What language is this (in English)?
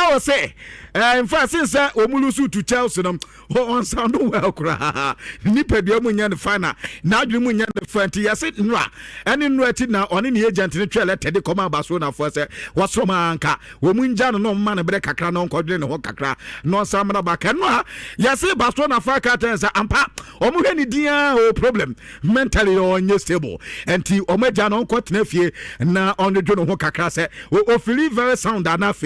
Akan